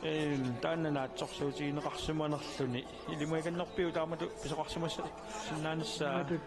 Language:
Kalaallisut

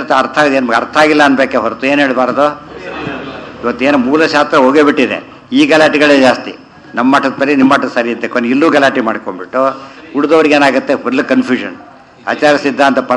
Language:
Kannada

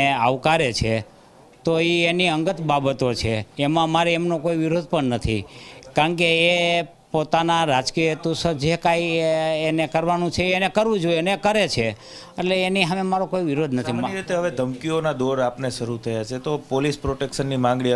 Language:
Gujarati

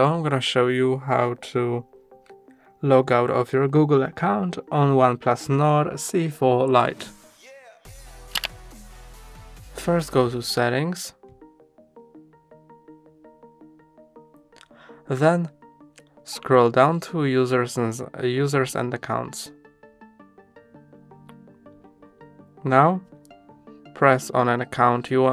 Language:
English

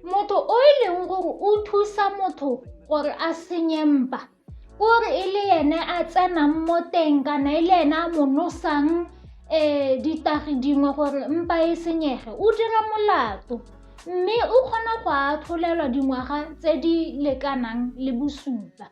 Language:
Tswana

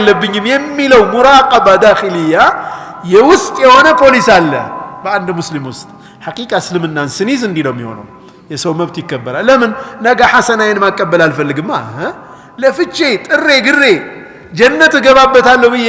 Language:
Amharic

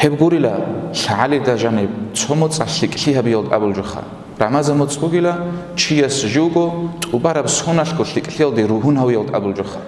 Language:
Avaric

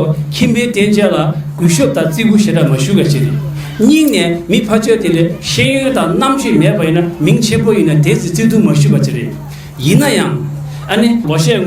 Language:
Tibetan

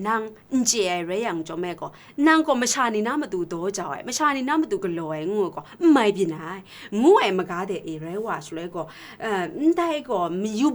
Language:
Kachin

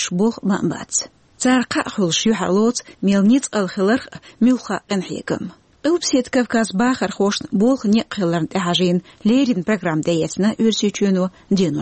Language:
Chechen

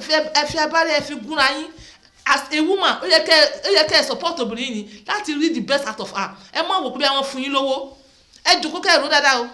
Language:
Yoruba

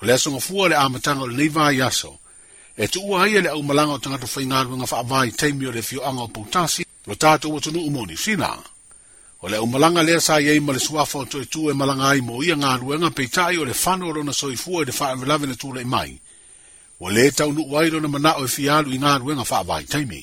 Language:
Samoan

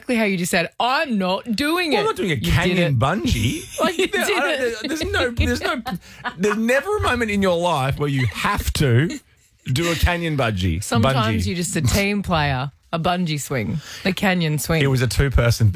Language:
English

